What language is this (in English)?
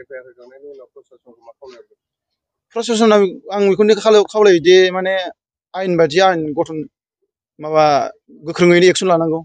Bodo